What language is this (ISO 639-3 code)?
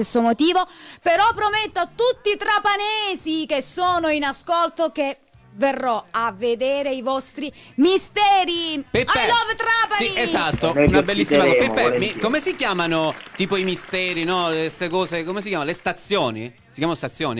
ita